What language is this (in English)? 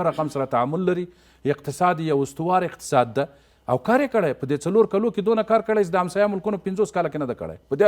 Pashto